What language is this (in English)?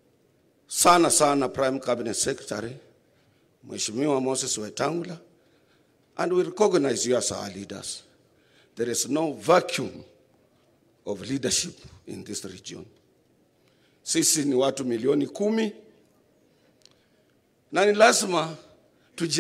Swahili